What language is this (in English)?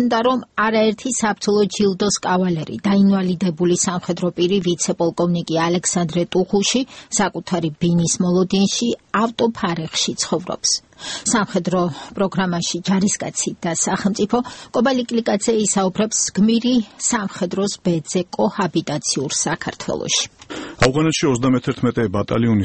Georgian